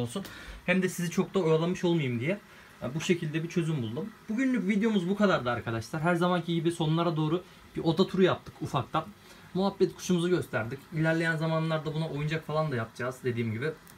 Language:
Turkish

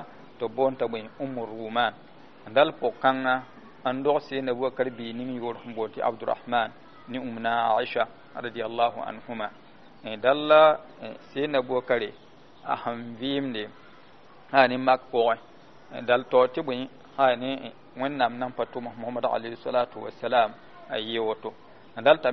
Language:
Mossi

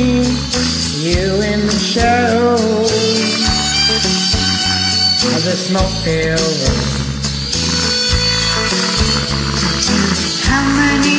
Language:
English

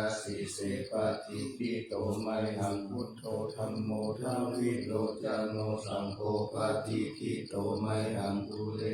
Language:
Pali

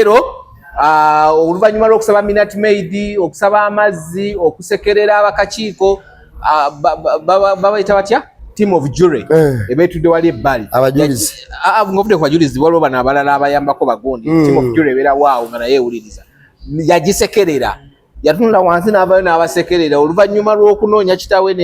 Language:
Ganda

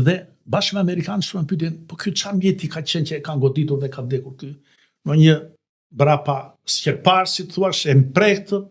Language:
Albanian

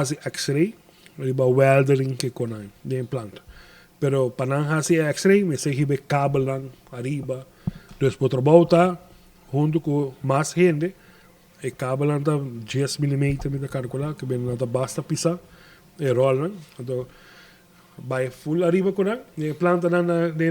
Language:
Papiamento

